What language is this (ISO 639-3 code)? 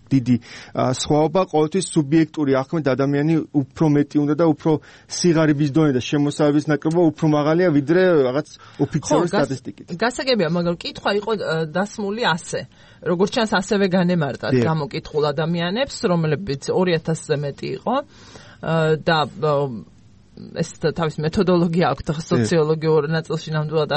kat